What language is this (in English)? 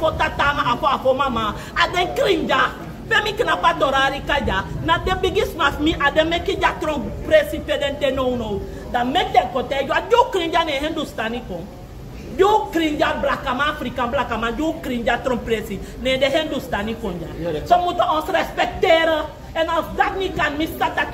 Sranan Tongo